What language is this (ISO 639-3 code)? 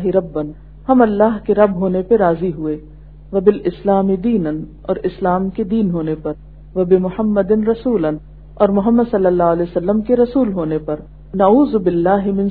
urd